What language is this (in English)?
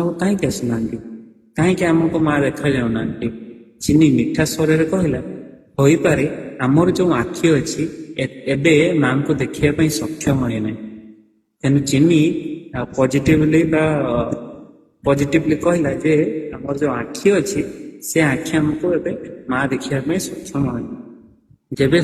Odia